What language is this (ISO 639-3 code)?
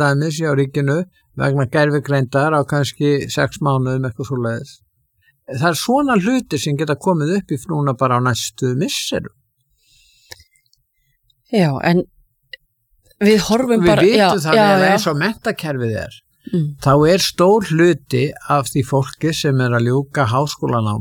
isl